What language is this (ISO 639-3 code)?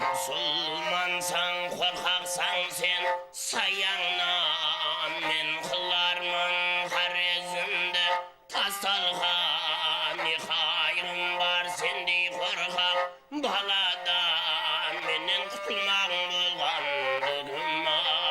kaa